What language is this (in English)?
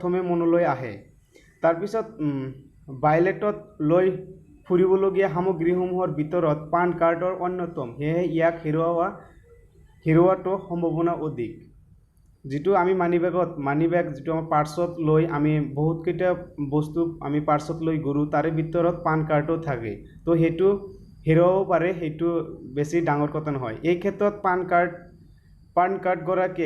Assamese